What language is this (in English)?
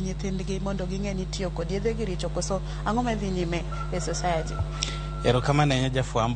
Luo (Kenya and Tanzania)